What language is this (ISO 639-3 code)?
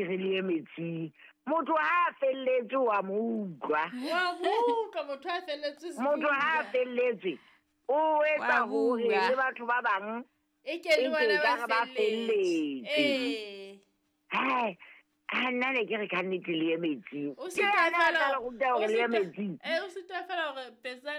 sot